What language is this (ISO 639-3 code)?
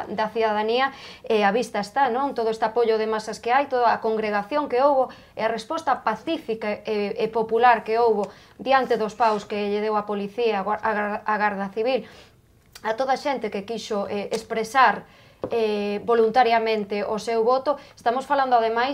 glg